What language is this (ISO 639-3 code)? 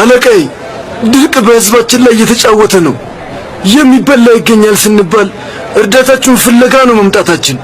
amh